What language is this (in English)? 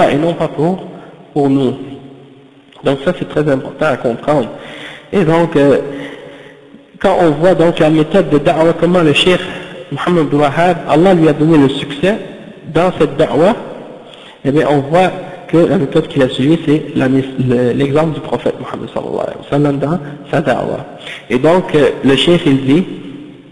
French